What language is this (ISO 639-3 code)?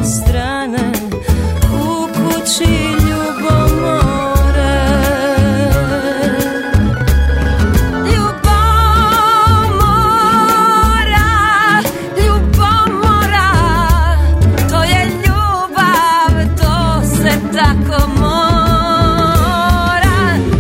srp